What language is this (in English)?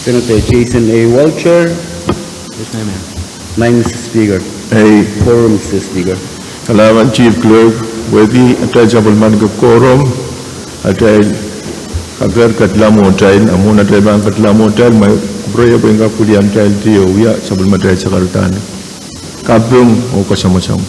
Pohnpeian